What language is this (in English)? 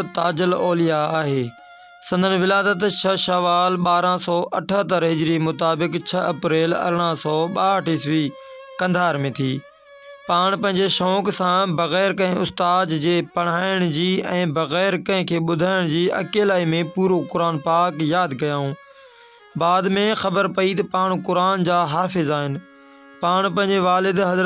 Sindhi